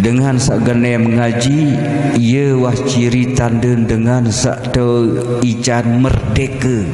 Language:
Sasak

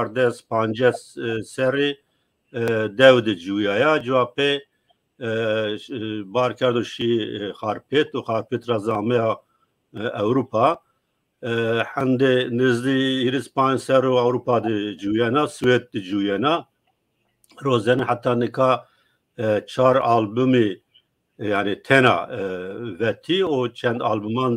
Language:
Zaza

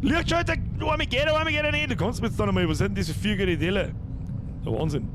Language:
Bavarian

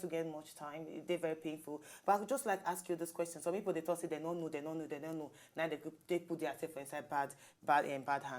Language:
Nigerian Pidgin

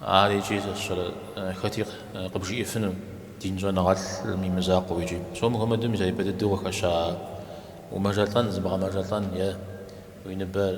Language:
Kabardian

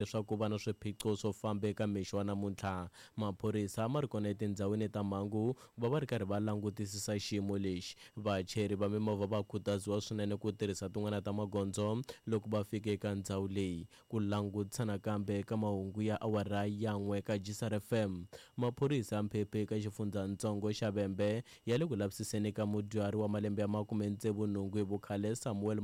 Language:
Tsonga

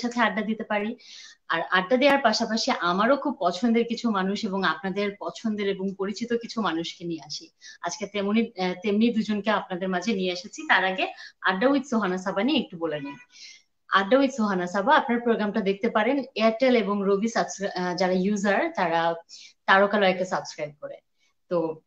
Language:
Bangla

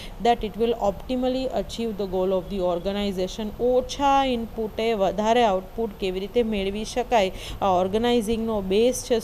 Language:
Gujarati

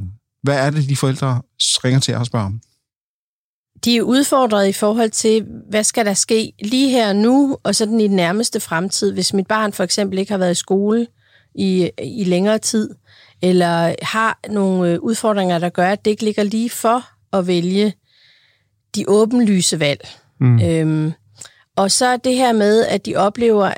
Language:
Danish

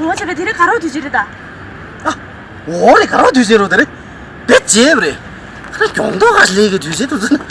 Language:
Tibetan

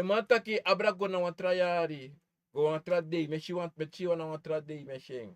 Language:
Sranan Tongo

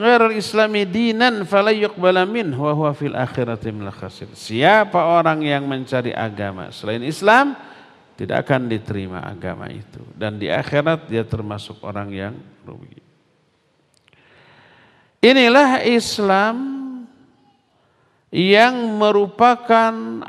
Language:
Indonesian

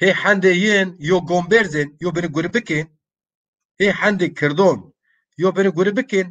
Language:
Zaza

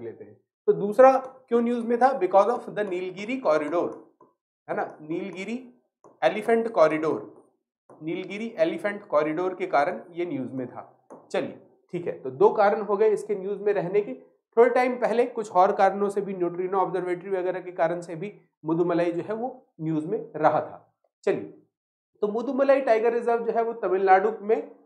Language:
Hindi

